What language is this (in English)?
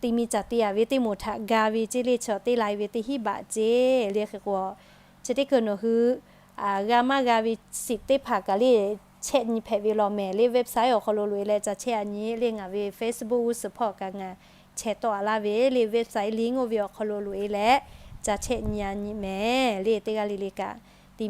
Lahu